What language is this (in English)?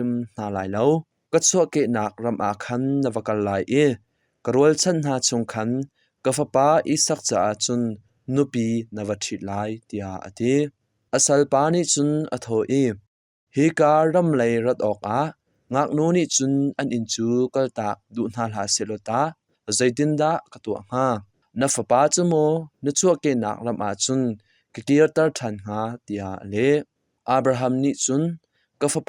Hakha Chin